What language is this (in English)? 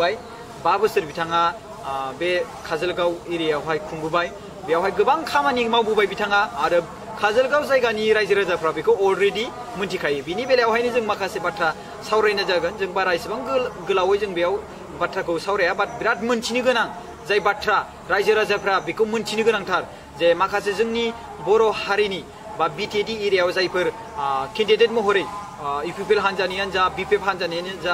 Bodo